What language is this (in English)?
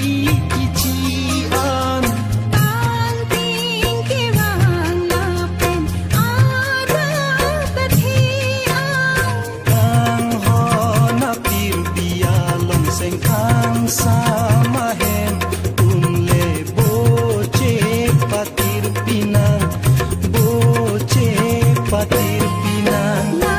Karbi